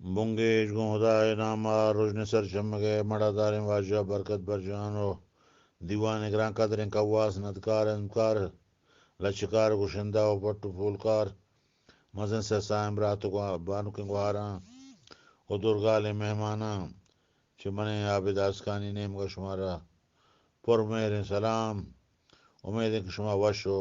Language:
Eastern Balochi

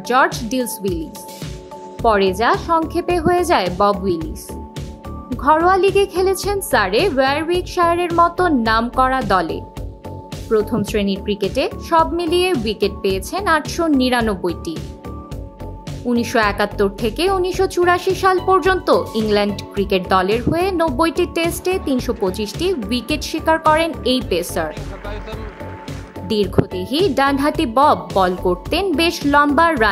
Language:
Bangla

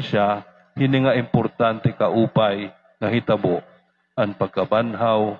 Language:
Waray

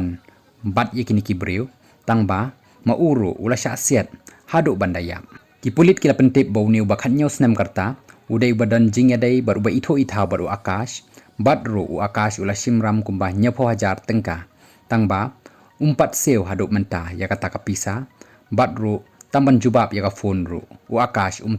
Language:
Khasi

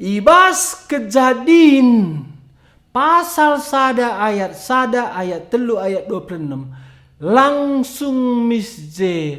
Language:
Batak Karo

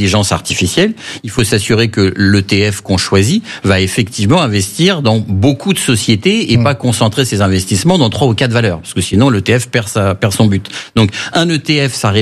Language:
French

